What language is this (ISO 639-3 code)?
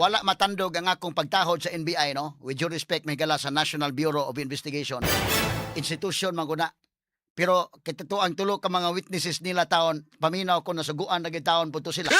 ceb